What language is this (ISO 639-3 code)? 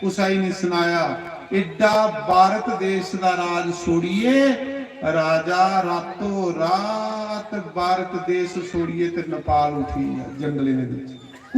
doi